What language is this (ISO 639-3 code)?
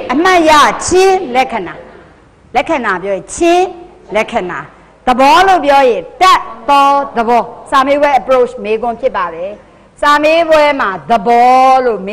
mya